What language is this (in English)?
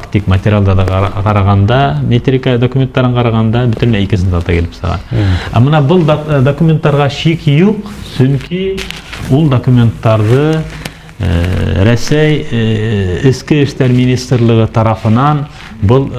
Bashkir